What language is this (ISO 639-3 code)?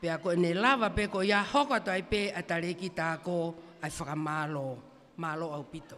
ton